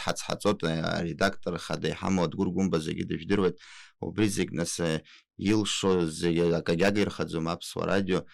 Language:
Abkhazian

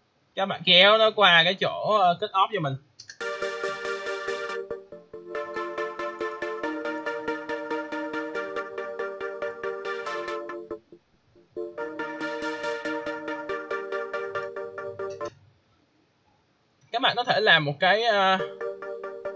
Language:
Vietnamese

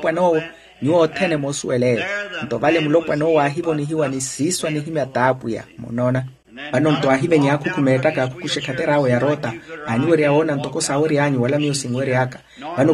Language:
Makhuwa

